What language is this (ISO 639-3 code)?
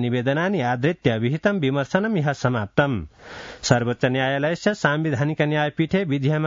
san